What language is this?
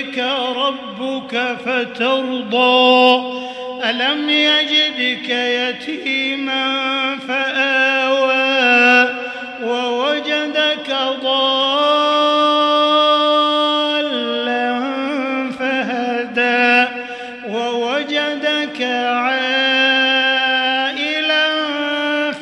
Arabic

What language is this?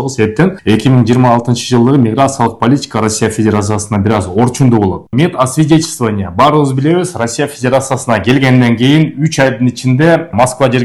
Kyrgyz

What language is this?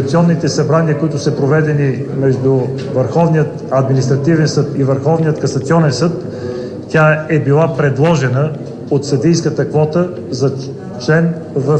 Bulgarian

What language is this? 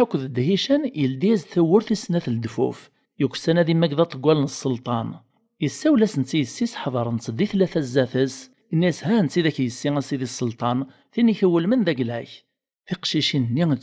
Kabyle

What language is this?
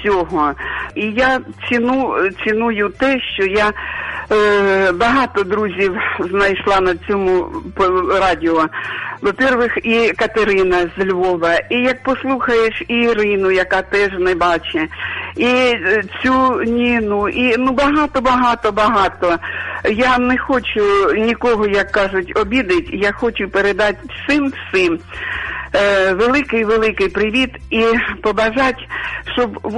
Ukrainian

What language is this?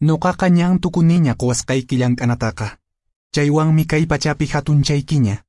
Quechua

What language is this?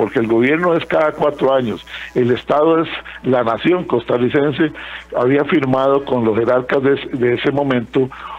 Spanish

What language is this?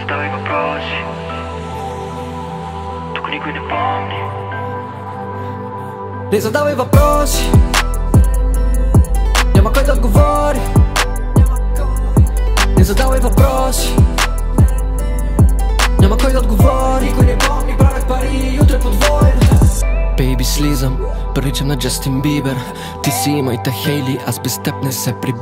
Bulgarian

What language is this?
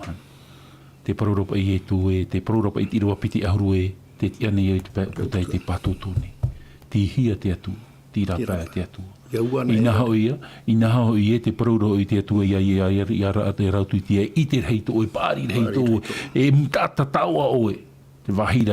Tahitian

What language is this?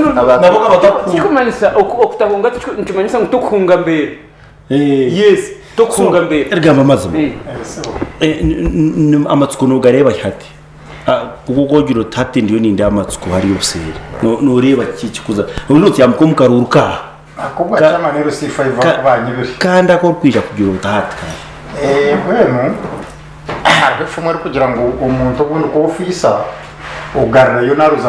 Nyankole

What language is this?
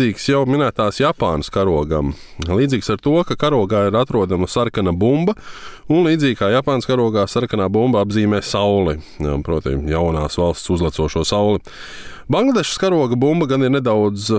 Latvian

